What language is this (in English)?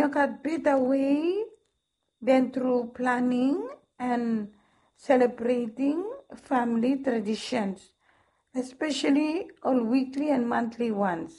Bislama